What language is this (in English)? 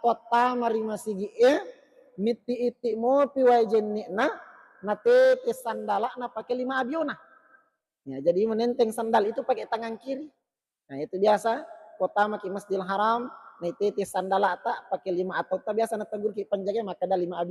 Buginese